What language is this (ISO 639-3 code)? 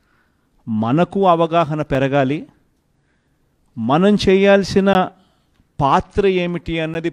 tel